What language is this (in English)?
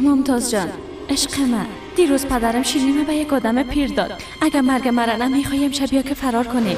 Persian